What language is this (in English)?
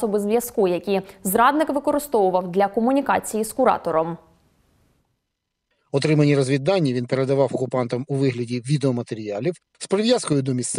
Ukrainian